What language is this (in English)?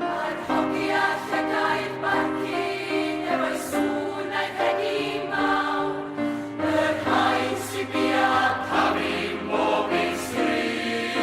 Welsh